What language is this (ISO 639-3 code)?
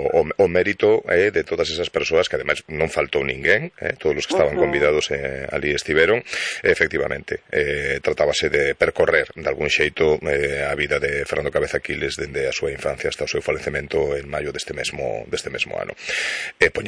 glg